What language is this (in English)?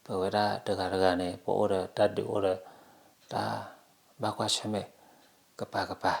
S'gaw Karen